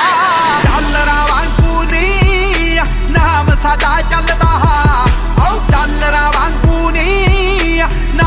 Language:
Punjabi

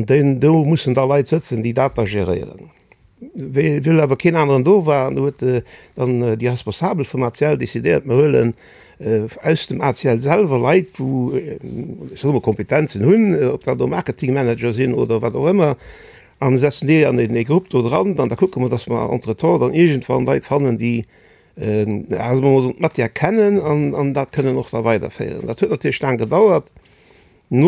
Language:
Luxembourgish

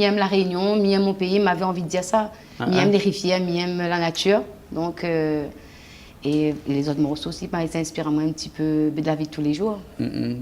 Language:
Réunion Creole French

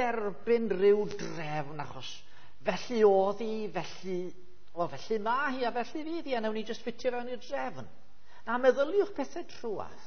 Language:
Welsh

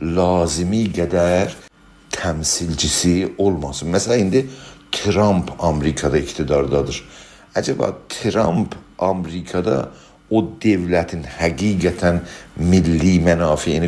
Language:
South Azerbaijani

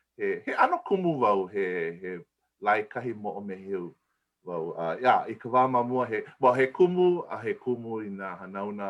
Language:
Hawaiian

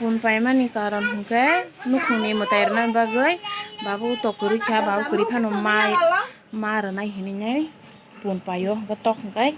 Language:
Kok Borok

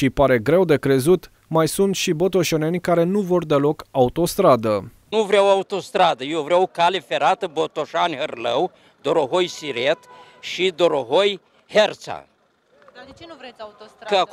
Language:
Romanian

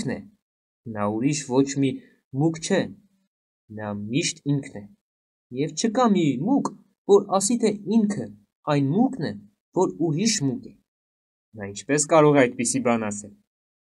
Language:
Armenian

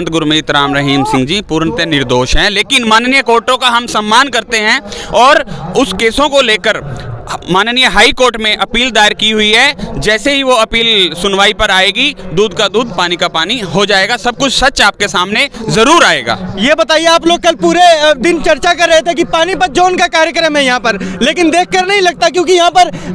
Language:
Hindi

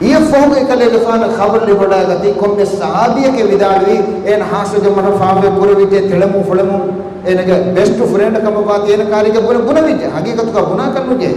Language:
Divehi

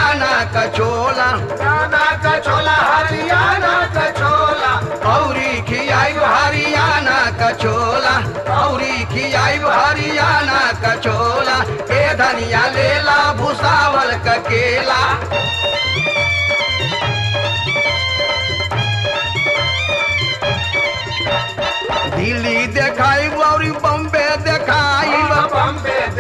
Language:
Bhojpuri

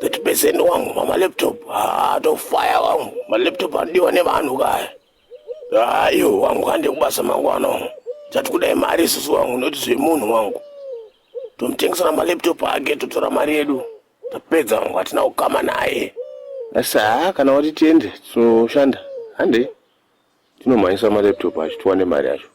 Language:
Shona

